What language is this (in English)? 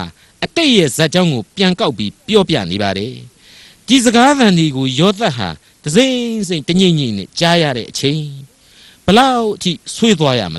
Burmese